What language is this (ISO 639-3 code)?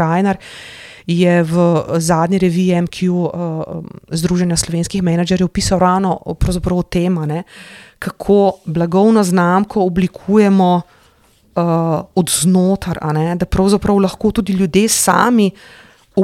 slv